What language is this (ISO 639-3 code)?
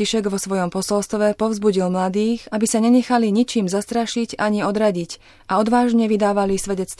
slk